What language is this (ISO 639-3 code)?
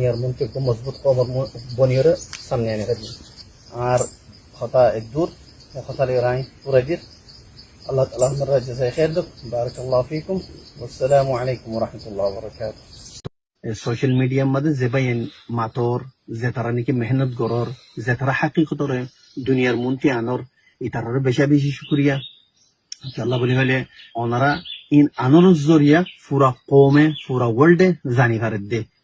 rhg